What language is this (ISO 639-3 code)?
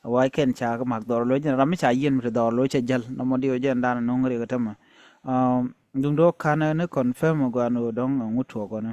nus